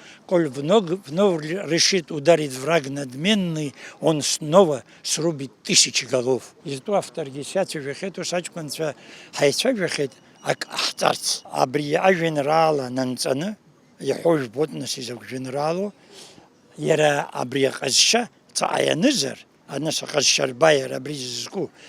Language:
Abkhazian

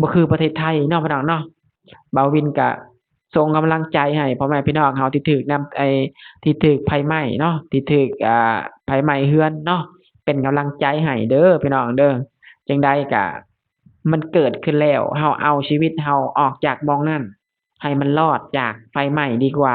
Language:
Lao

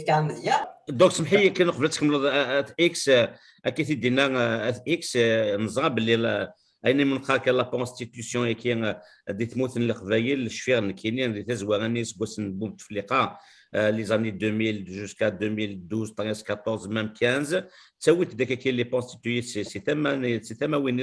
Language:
Kabyle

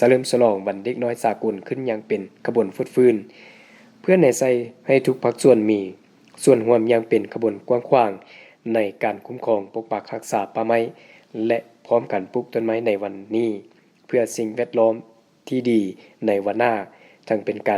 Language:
Lao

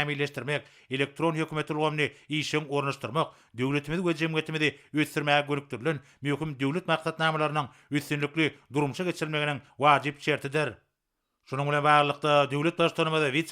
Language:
Turkmen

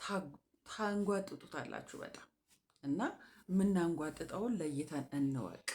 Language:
Amharic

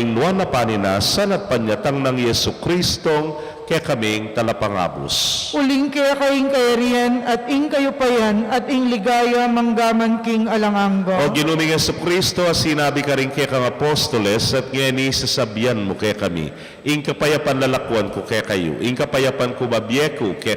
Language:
Pampanga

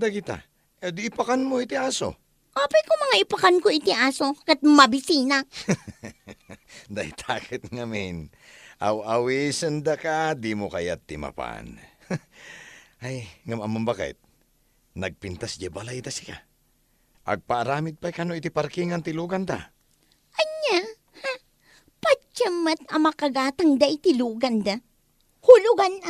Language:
Iloko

